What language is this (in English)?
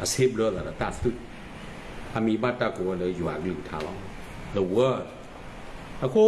S'gaw Karen